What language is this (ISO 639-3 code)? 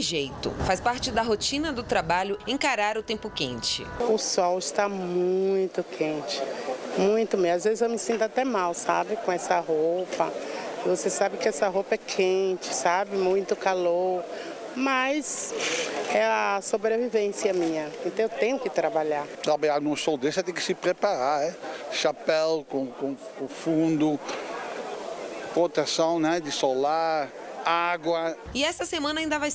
por